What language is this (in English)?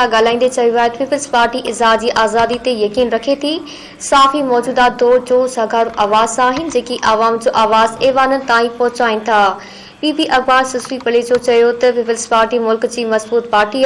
Sindhi